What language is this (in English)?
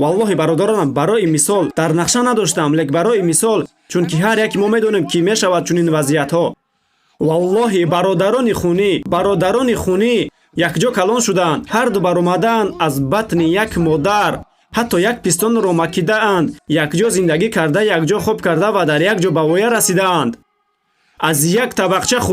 Tajik